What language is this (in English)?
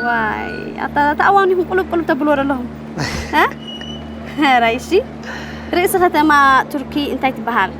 Tigrinya